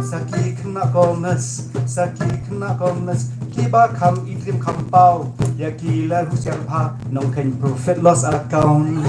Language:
Khasi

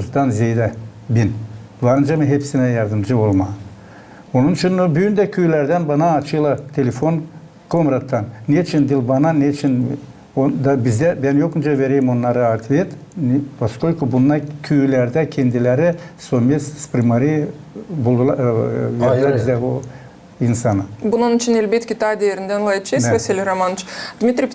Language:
Gagauz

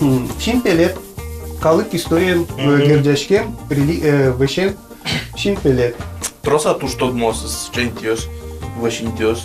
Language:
Udmurt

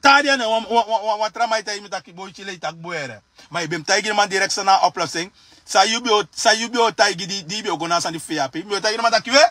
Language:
Sranan Tongo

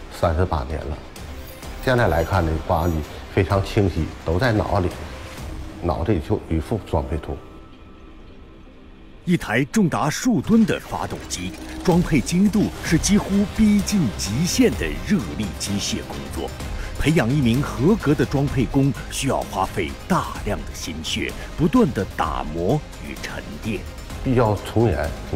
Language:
Chinese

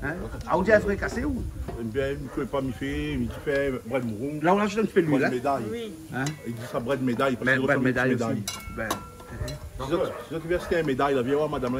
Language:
Réunion Creole French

